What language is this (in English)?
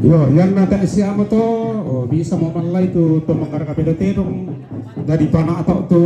Toraja-Sa'dan